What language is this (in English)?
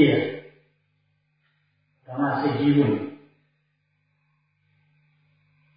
Burmese